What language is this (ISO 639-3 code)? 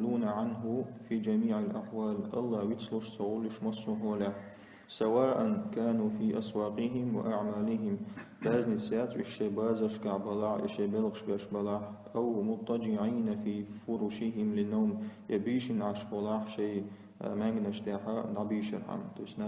che